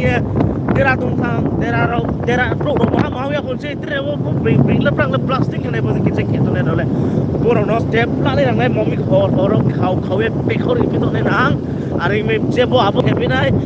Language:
Riang (India)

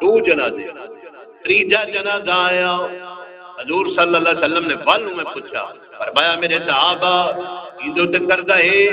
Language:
Saraiki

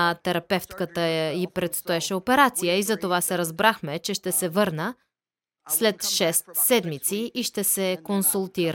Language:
Bulgarian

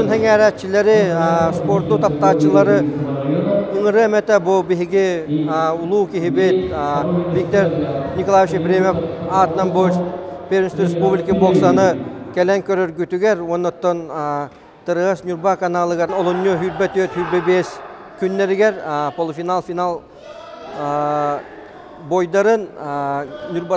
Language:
Yakut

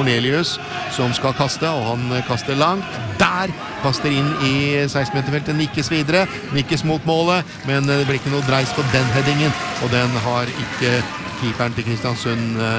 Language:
Norwegian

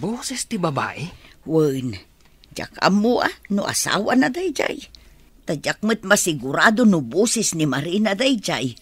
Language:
Iloko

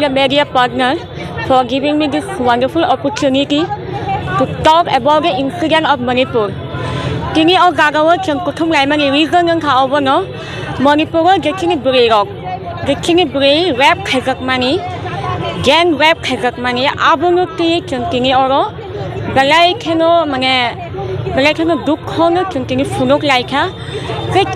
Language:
Kok Borok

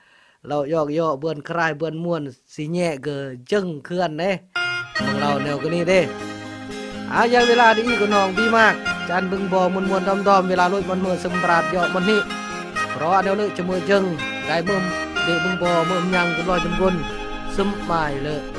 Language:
Khmu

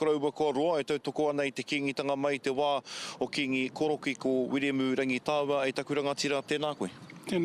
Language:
Māori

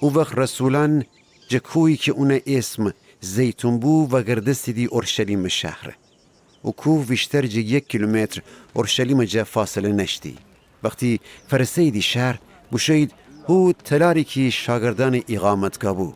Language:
Gilaki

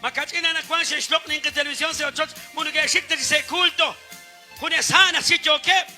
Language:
Kekchí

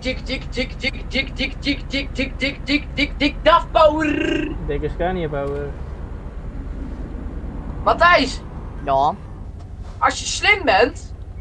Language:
Dutch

